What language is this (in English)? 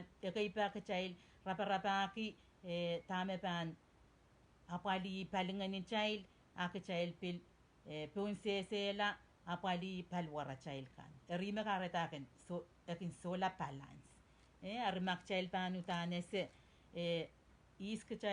Pohnpeian